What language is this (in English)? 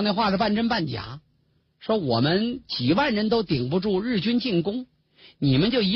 Chinese